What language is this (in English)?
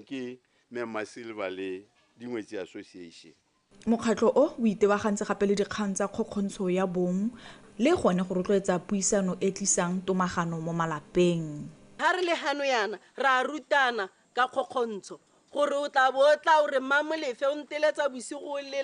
Tswana